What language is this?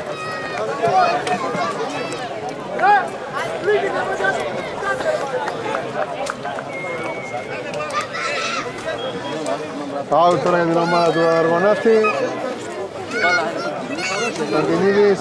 Greek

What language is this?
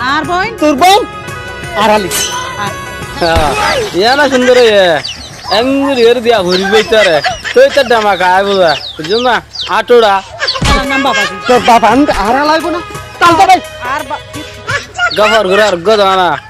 Rohingya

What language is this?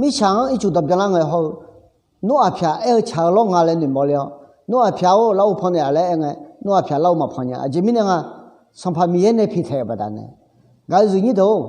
Akha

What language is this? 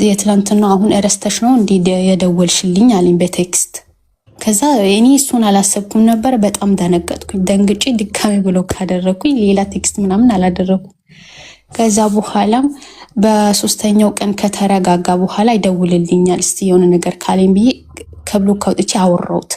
Amharic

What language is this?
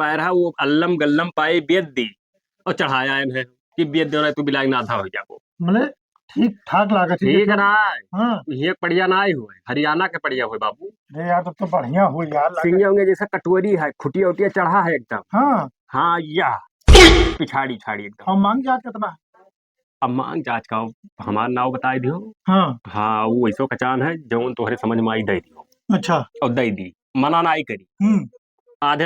Awadhi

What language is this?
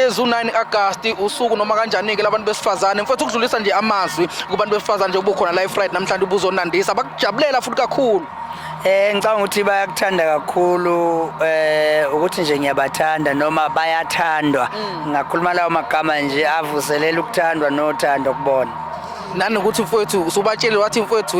Zulu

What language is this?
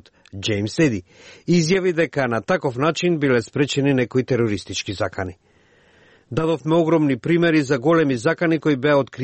Macedonian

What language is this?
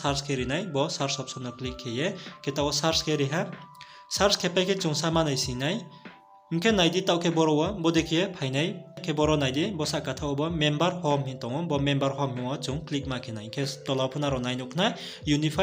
Riang (India)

